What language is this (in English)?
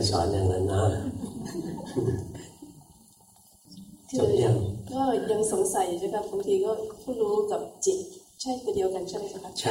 Thai